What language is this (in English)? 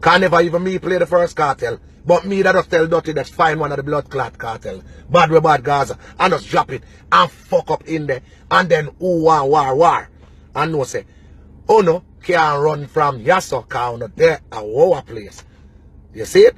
Jamaican Creole English